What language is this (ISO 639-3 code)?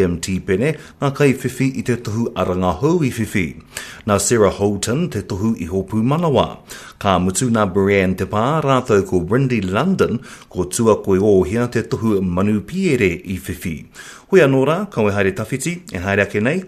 mri